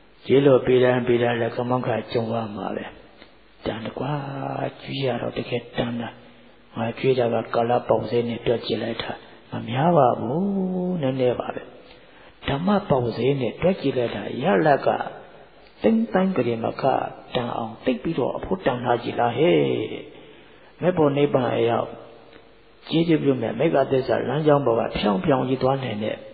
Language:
Burmese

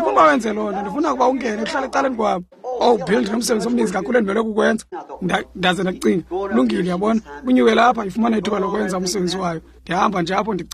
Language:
Xhosa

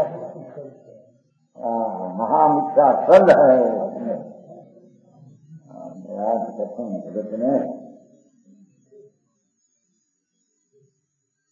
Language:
Hindi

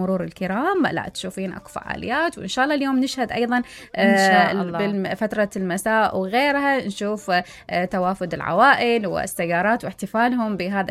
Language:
Mesopotamian Arabic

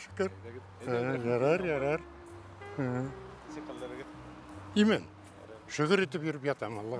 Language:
Bashkir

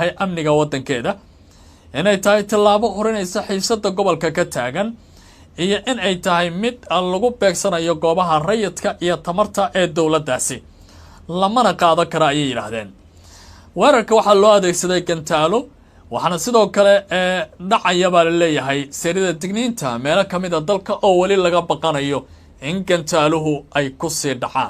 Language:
Somali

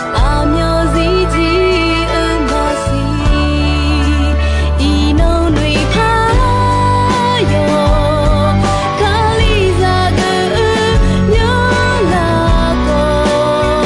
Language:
Akha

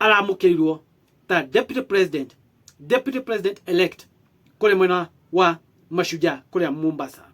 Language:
Kikuyu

